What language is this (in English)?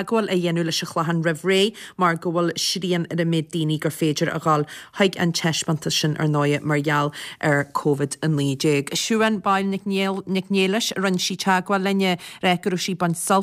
Irish